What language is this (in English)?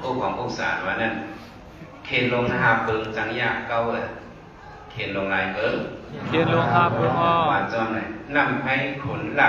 Shan